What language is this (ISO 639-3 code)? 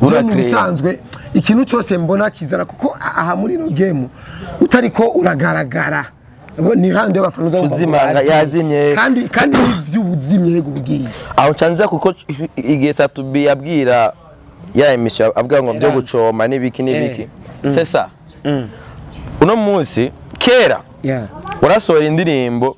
run